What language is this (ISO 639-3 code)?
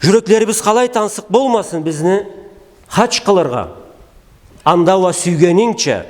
krc